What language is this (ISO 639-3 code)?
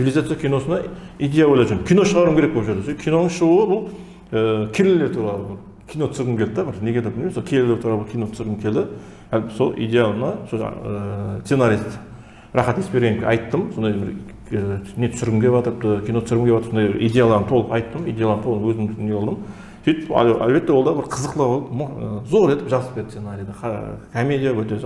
kaa